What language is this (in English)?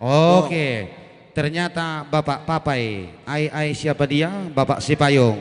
Batak Simalungun